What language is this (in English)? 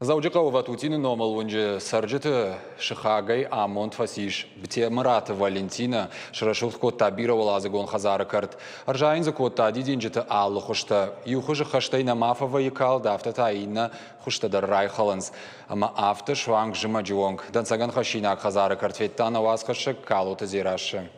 Ossetic